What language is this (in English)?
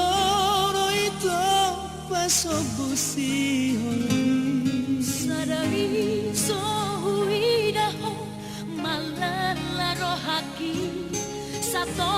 Batak Toba